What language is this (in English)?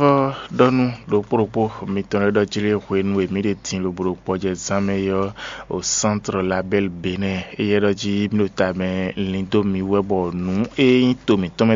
Fon